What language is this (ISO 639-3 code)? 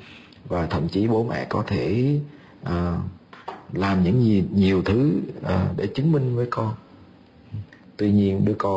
vie